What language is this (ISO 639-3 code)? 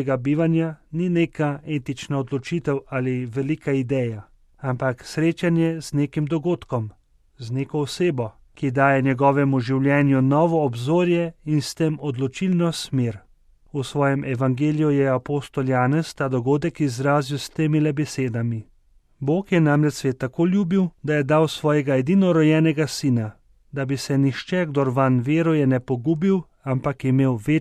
slv